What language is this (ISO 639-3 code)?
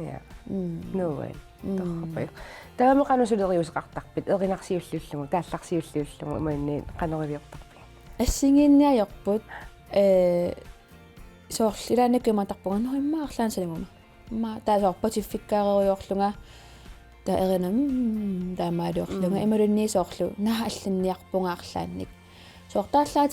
kal